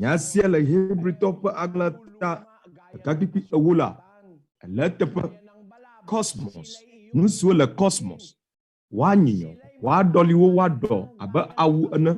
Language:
Ewe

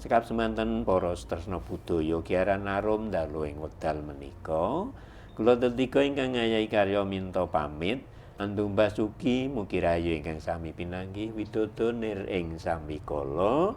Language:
Javanese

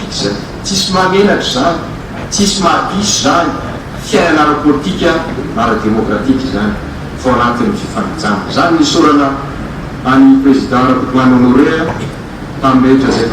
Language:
Malagasy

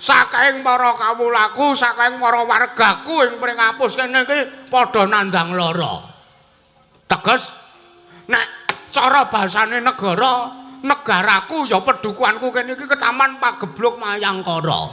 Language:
Javanese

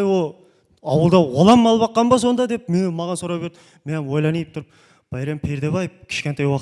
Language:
Kara-Kalpak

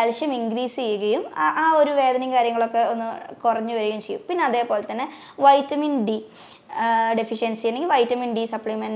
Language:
Malayalam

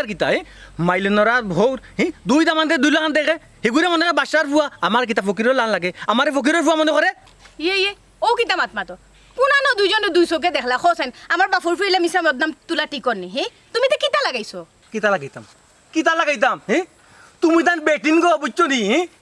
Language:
Sylheti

